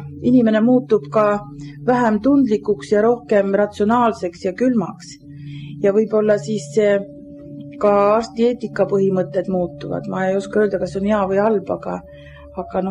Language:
Estonian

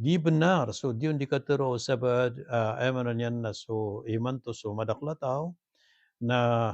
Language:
Maranao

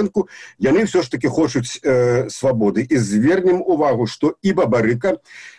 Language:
Belarusian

